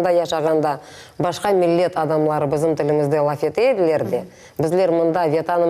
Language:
Crimean Tatar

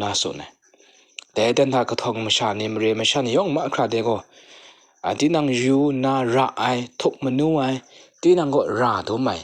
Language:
Kachin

